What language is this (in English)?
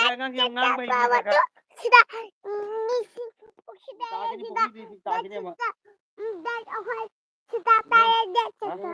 Manipuri